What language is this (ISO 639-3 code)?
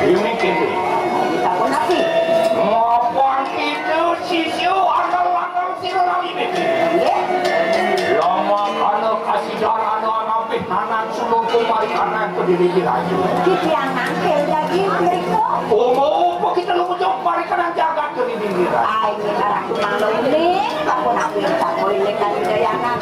ban